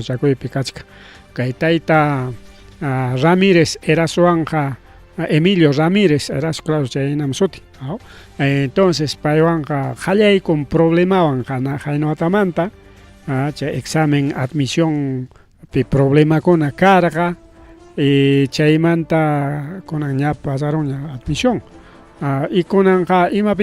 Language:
Ayacucho Quechua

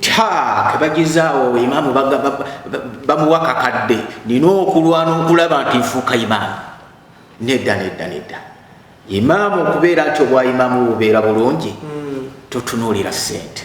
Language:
Ganda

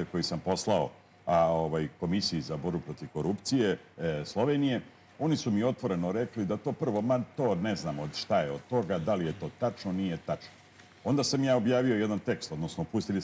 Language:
Serbian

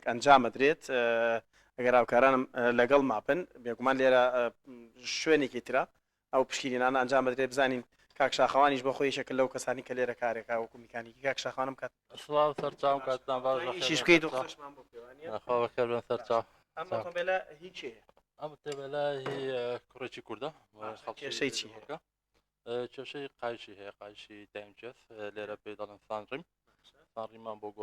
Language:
Central Kurdish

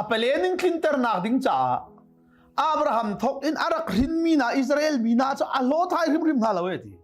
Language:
Hakha Chin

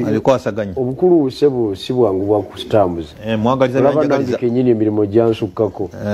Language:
Ganda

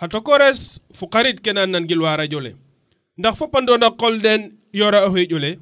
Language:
Serer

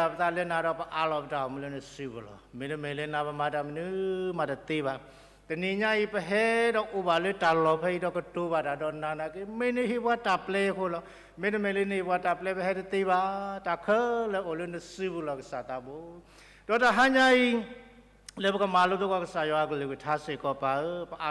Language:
S'gaw Karen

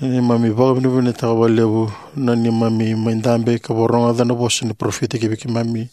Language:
Fijian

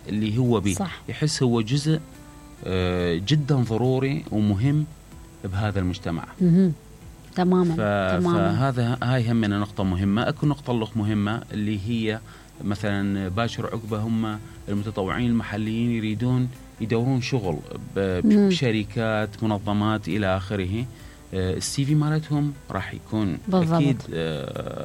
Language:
Mesopotamian Arabic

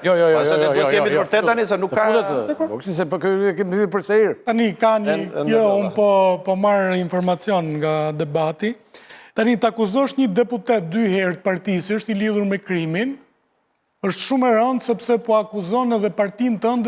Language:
Albanian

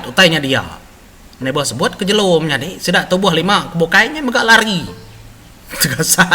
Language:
Iban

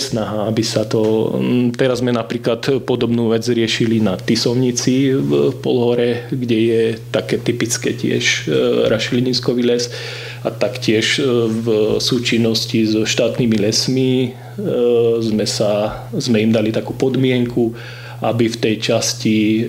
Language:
Slovak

